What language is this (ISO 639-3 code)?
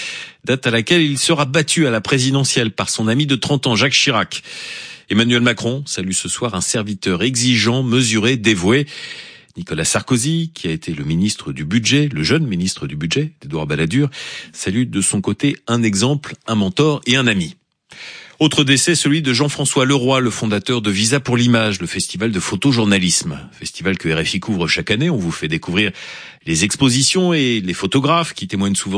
fra